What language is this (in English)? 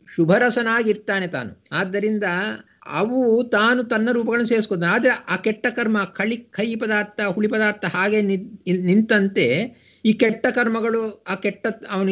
Kannada